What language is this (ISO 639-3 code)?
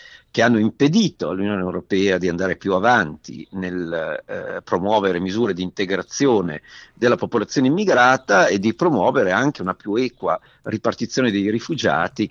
ita